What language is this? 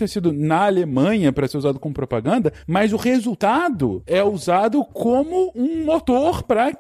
Portuguese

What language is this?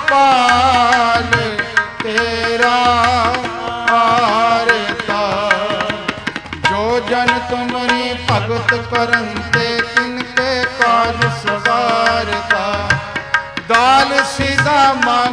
Punjabi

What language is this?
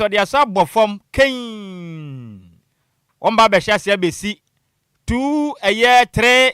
Akan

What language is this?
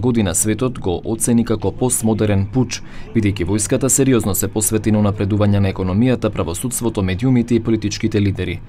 Macedonian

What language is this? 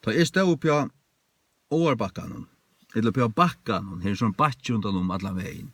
Faroese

